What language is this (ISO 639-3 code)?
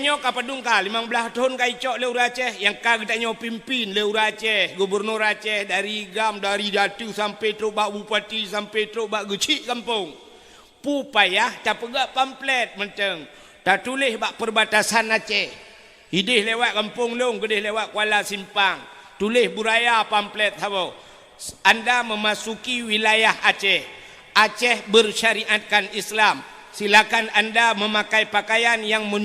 ace